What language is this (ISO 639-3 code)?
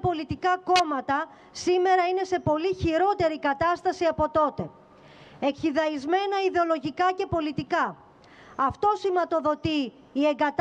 ell